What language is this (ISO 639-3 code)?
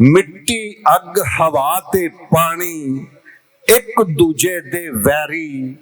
lah